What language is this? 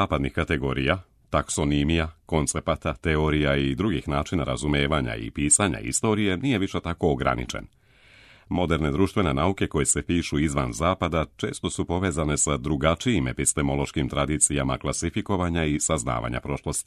Serbian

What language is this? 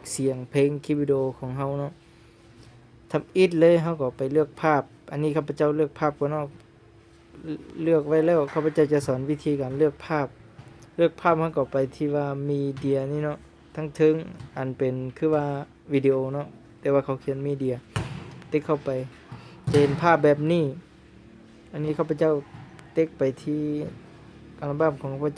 Lao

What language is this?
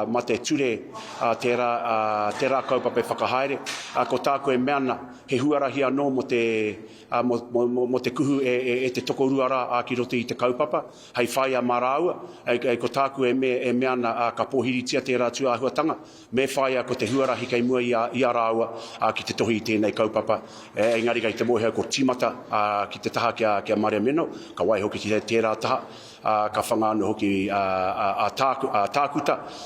Māori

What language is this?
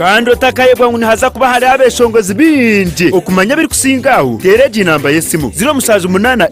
Nyankole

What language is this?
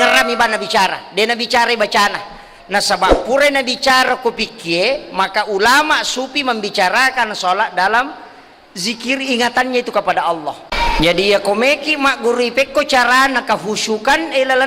Buginese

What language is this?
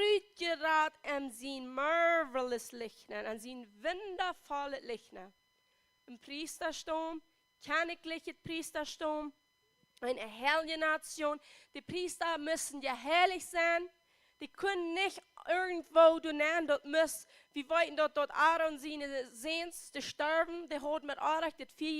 Plautdietsch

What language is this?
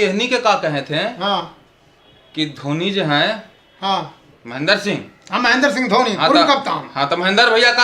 Magahi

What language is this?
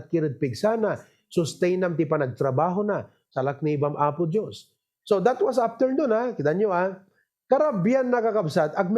Iloko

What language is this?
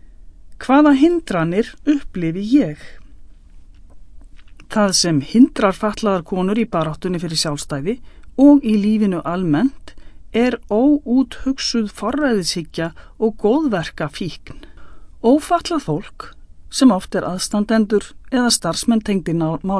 Icelandic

